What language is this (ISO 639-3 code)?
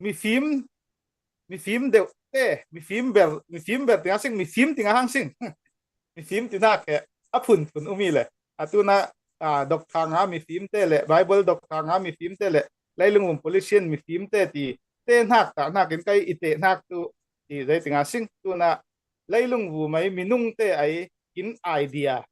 cfm